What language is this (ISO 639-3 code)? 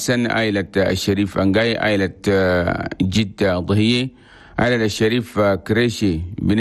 shu